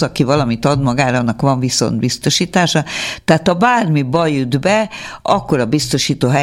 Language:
Hungarian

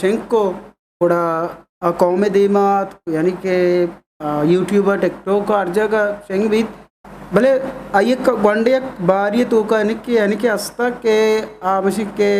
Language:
Eastern Balochi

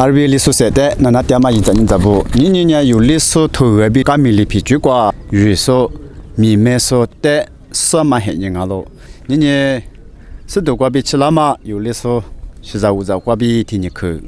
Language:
Lisu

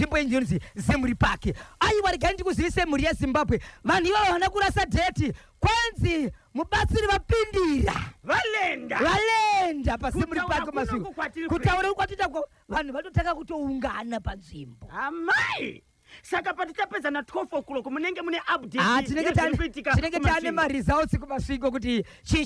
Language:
Shona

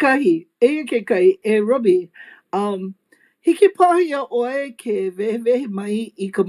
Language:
Hawaiian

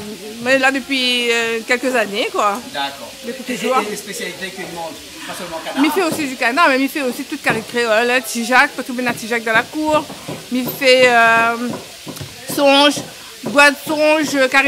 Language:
Réunion Creole French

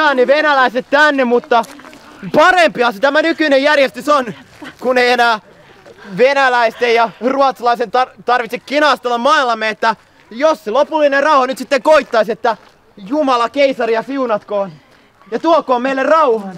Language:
Finnish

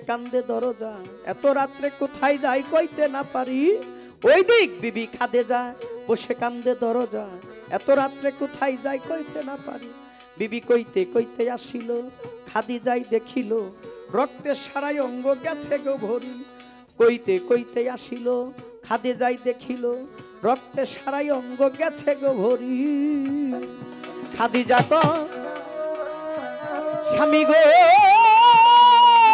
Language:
Bangla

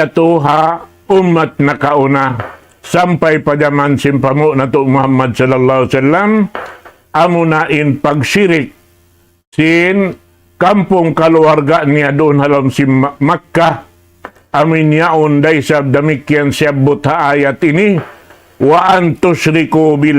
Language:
Tausug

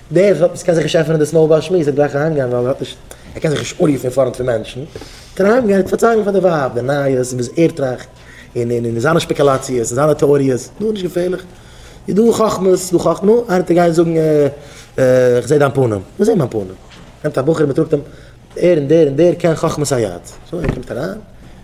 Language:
Yiddish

